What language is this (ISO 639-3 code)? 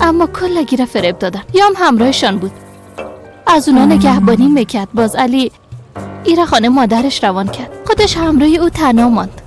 fas